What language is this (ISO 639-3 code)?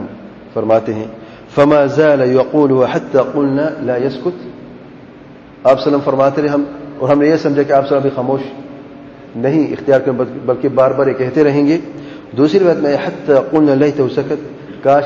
urd